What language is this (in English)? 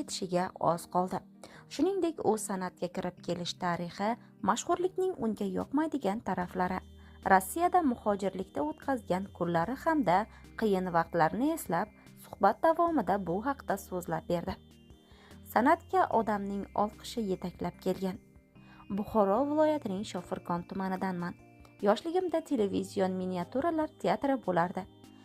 Uzbek